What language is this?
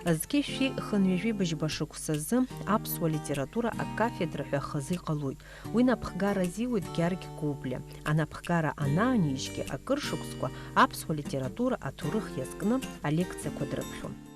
Abkhazian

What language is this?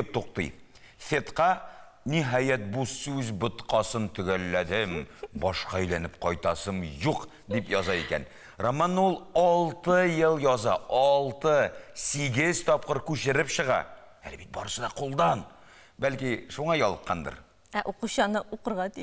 Tatar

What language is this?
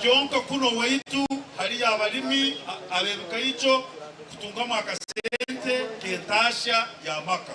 Nyankole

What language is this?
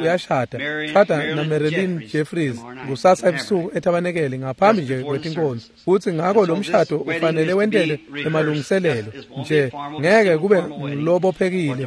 Swati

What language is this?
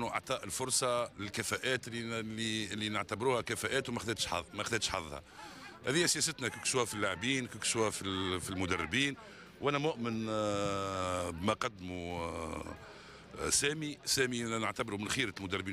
Tunisian Arabic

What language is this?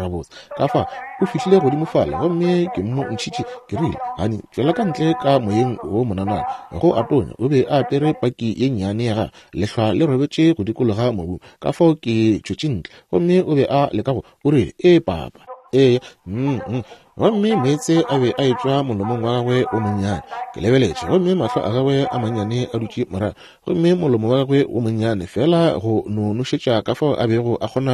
Northern Sotho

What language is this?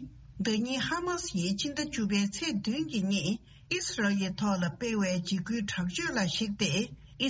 Tibetan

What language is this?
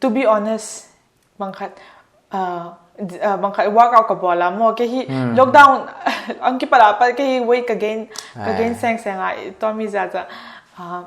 Paite Chin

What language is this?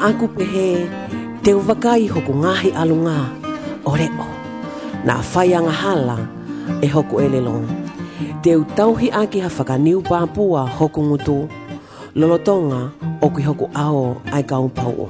Tongan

